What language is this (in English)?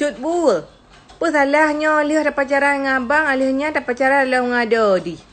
Achinese